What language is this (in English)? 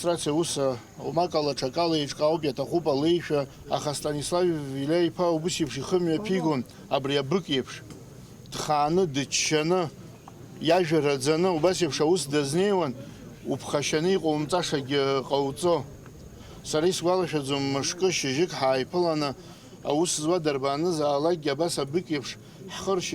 Abkhazian